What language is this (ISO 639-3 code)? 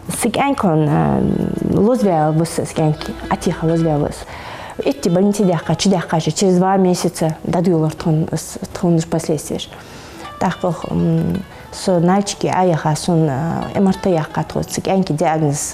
inh